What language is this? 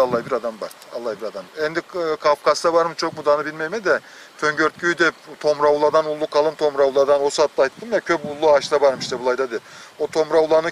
Karachay-Balkar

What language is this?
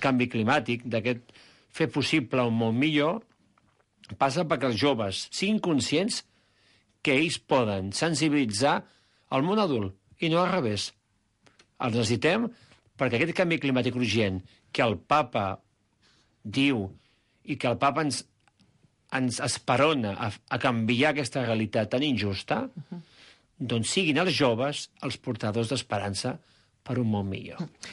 Catalan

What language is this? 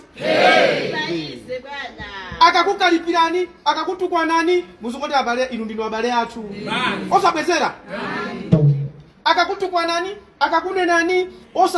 Nyanja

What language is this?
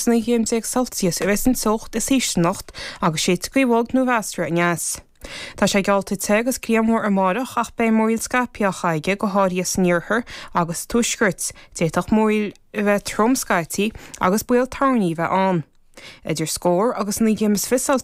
Irish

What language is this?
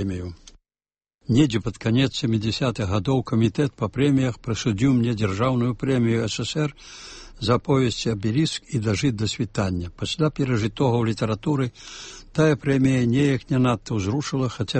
Belarusian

